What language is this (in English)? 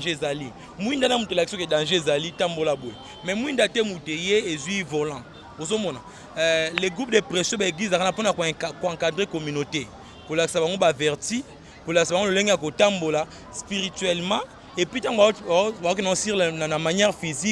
Lingala